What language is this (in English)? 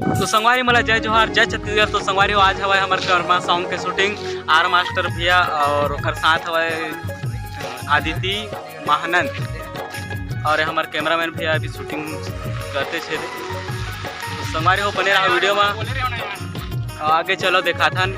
Chhattisgarhi